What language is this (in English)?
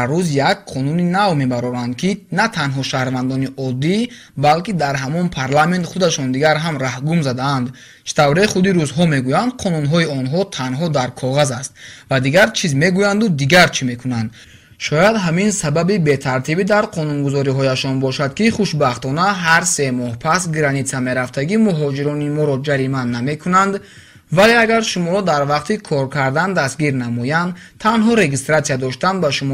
Tajik